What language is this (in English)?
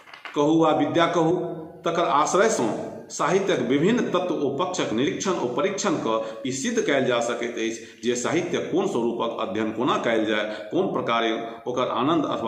Maithili